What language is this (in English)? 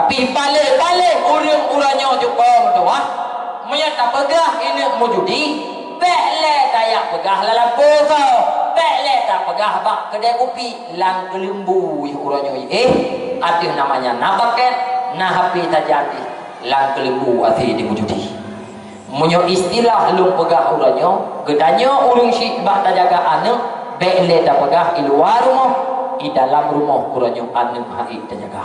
Achinese